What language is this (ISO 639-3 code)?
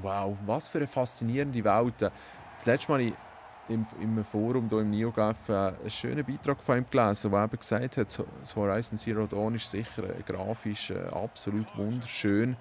gsw